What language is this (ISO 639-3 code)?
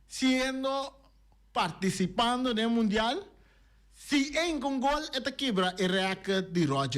pap